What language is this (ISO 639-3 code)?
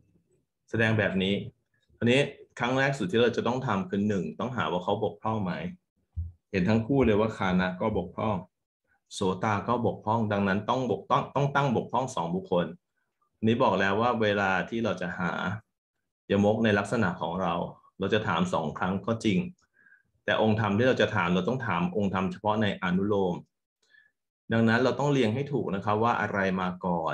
tha